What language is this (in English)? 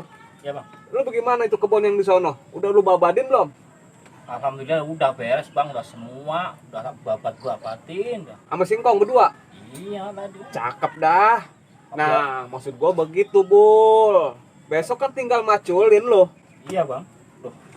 Betawi